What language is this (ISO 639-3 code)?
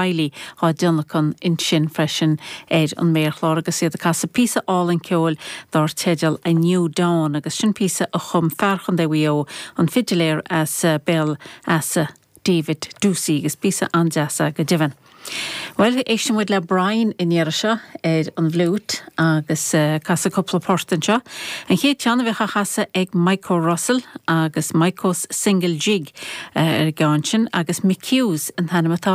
gle